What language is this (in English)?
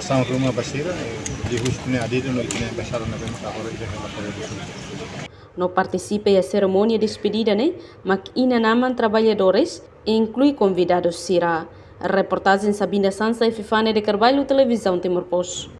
Tetum